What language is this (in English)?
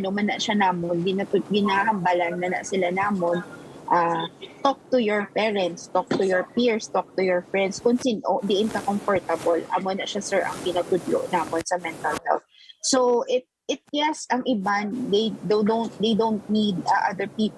Hiligaynon